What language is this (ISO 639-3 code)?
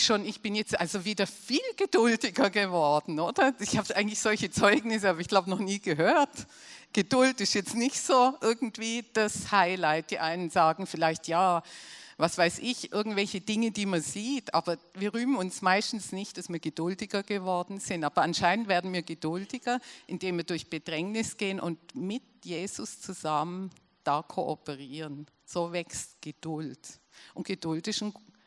gsw